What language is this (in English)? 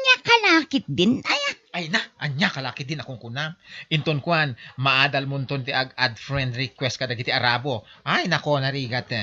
Iloko